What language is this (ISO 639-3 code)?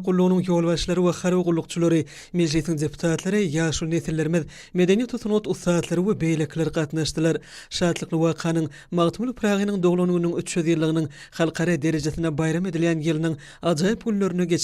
tuk